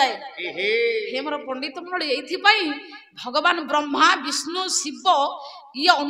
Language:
Odia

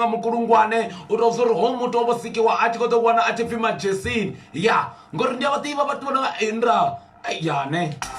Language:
Venda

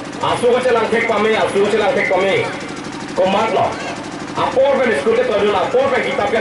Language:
Karbi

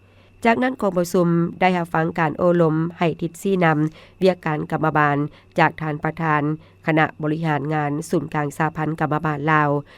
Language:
Lao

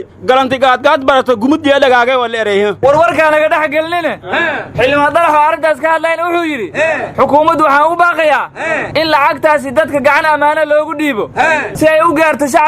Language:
Somali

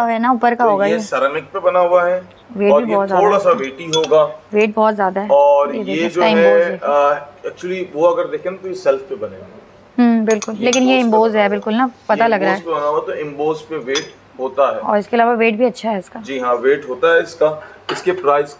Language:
Hindi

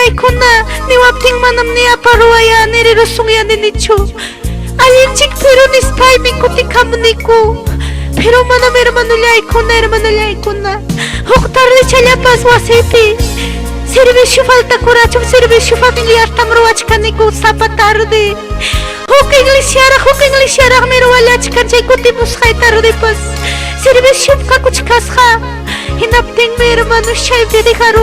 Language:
Ayacucho Quechua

